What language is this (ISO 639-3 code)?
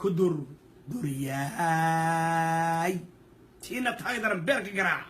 som